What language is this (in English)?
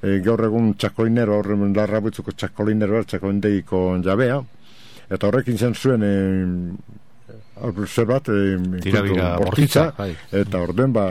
Basque